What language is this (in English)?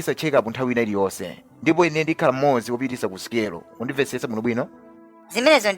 Nyanja